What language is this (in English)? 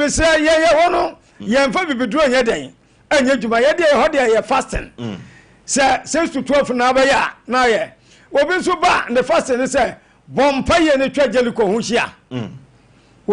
Akan